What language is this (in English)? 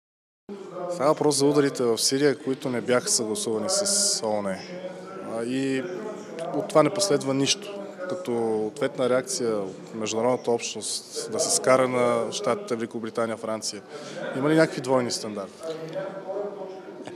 Bulgarian